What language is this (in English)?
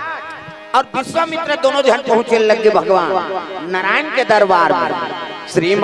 Chhattisgarhi